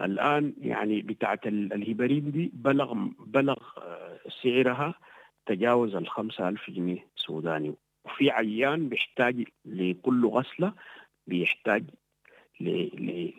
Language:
Sudanese Arabic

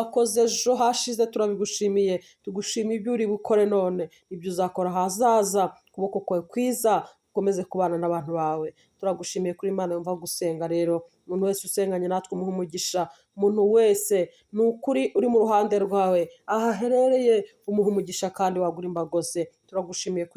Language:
Kinyarwanda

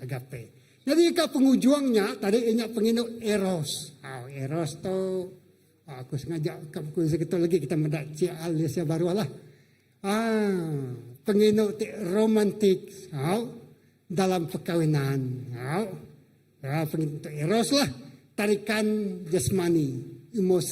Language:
Iban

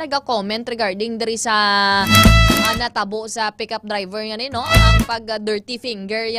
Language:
Hiligaynon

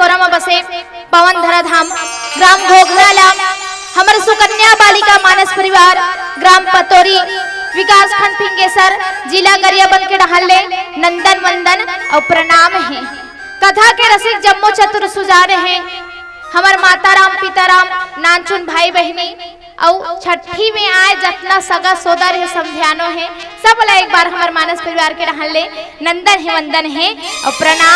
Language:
Chhattisgarhi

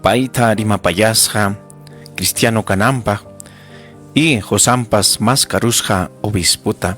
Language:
Ayacucho Quechua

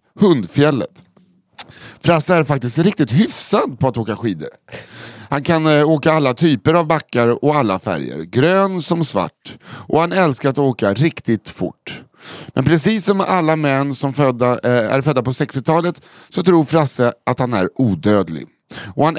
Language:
Swedish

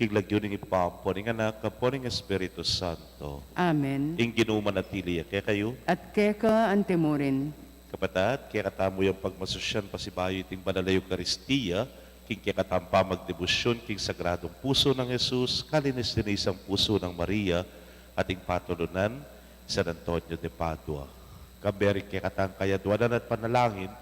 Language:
Pampanga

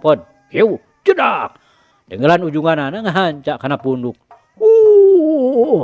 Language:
Sundanese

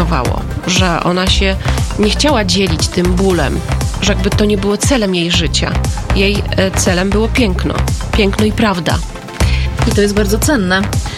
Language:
Polish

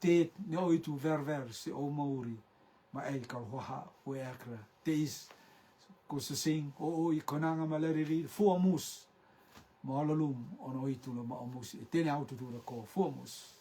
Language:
Rotuman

